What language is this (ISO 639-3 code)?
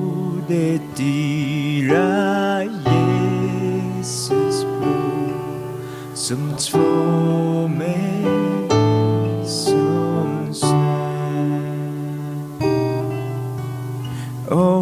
swe